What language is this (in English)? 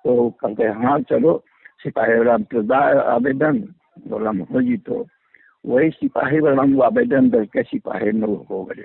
Magahi